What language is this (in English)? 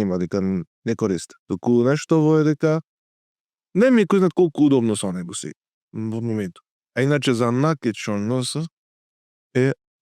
Macedonian